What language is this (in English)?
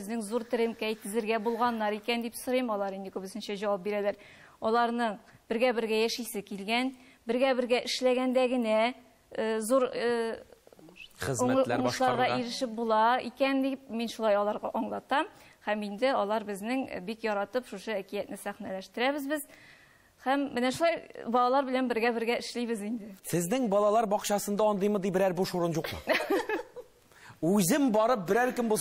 Tatar